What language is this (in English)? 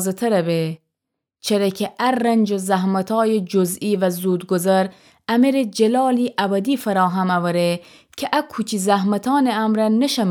Gilaki